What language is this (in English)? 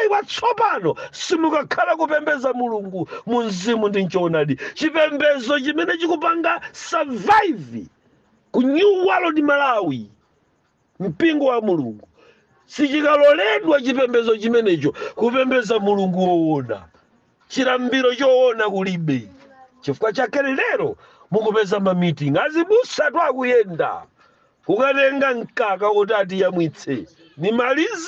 Nyanja